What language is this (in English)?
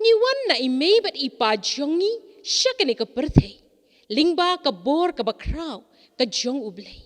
Khasi